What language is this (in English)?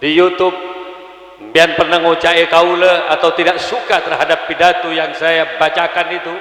Madurese